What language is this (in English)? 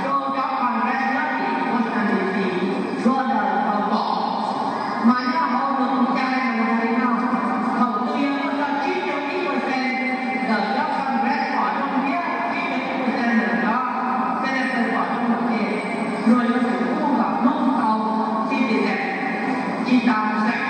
Hmong